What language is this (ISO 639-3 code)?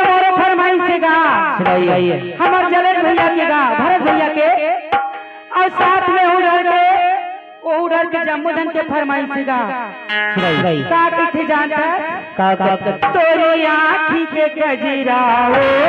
hne